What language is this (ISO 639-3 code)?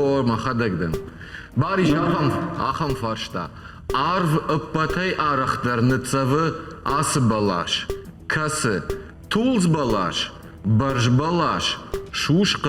oss